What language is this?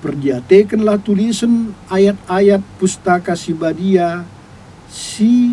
Batak Karo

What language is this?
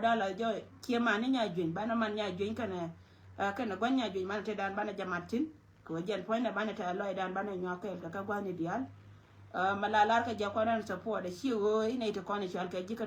Nuer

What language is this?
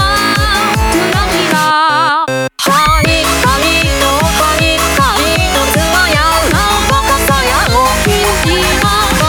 Japanese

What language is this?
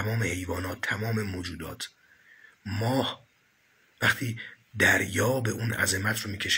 Persian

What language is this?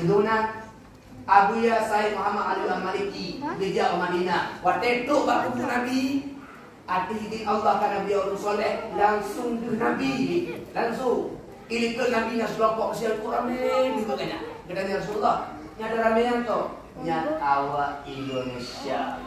Achinese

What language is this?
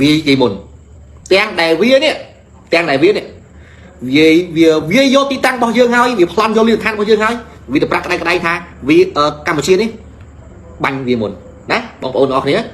Khmer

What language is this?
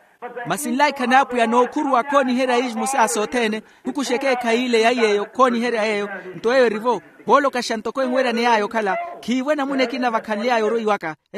Makhuwa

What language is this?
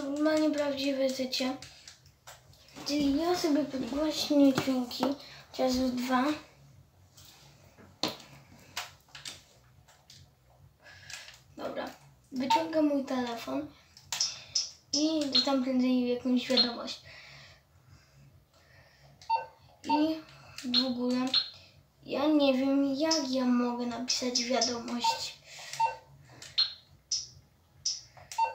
Polish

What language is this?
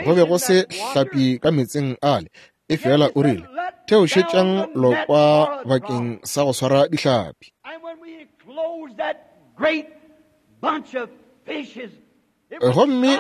Northern Sotho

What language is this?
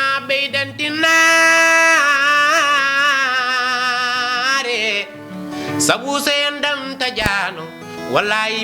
Fula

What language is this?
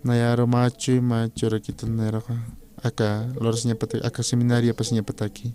Aymara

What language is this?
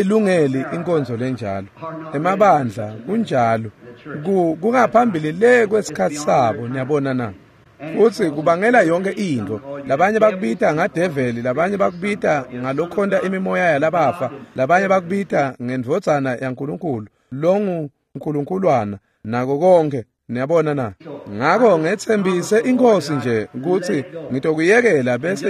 Swati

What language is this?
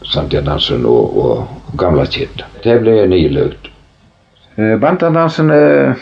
Faroese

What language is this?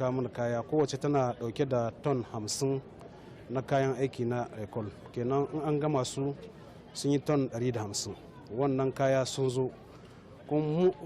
Hausa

